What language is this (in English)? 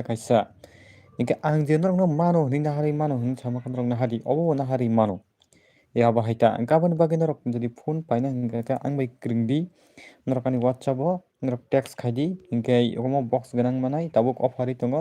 Kok Borok